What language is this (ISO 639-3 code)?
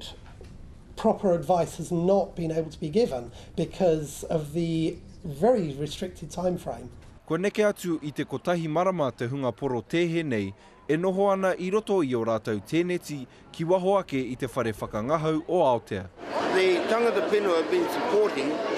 mri